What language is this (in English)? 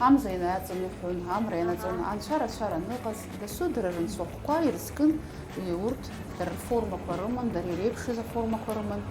Abkhazian